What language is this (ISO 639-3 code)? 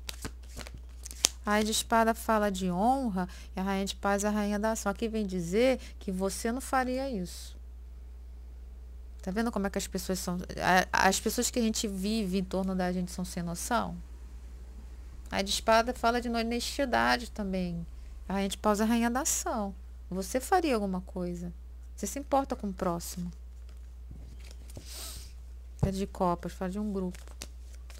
por